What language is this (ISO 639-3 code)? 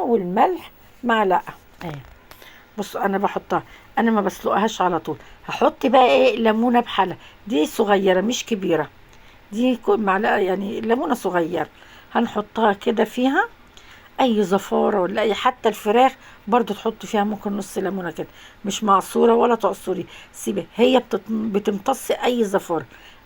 arz